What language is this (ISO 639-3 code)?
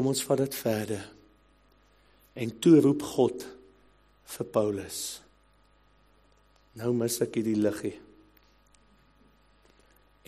afr